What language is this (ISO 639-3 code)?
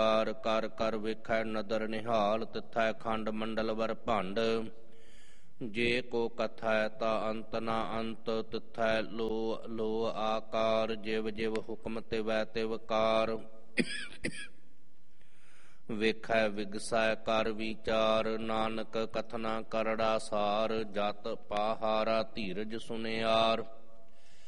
pan